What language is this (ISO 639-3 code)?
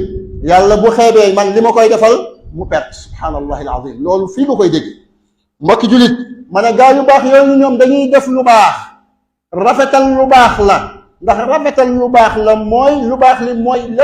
wol